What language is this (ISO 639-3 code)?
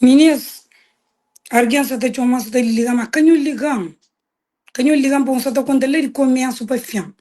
kea